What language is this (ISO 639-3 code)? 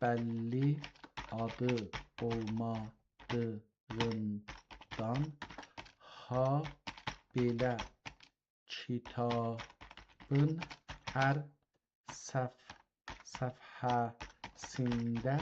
azb